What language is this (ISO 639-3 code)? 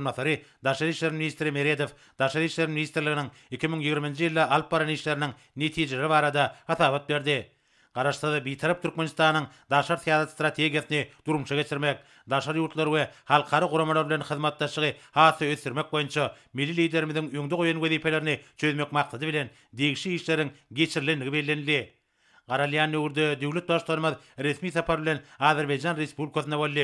tuk